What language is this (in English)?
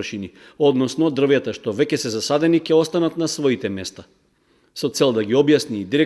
Macedonian